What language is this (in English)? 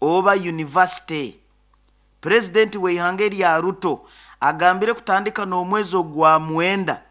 Nyoro